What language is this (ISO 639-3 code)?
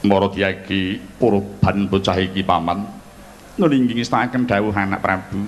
jav